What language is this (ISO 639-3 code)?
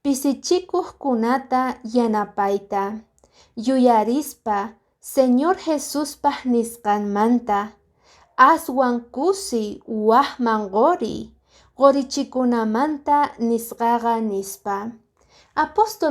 que